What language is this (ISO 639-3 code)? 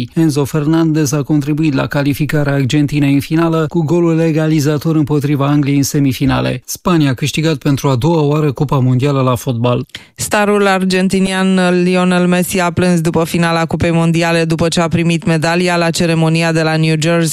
ron